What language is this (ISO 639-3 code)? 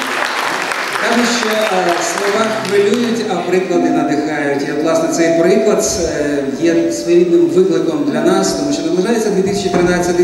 ukr